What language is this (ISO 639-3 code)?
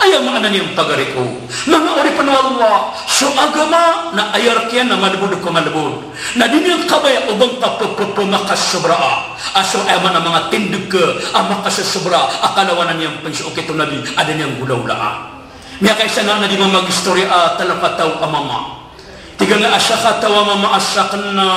mrw